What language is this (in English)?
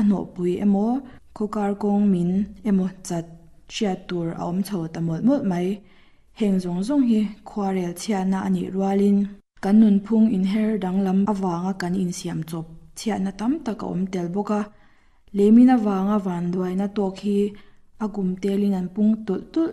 Mizo